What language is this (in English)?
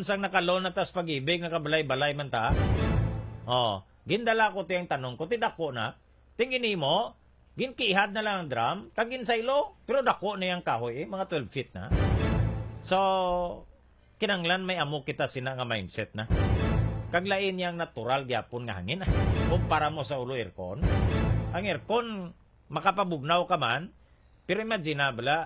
Hiligaynon